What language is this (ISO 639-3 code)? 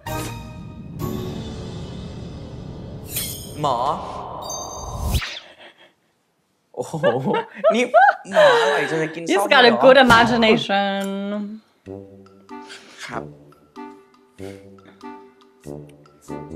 tha